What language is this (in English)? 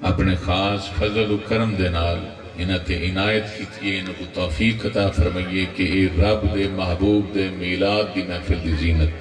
Saraiki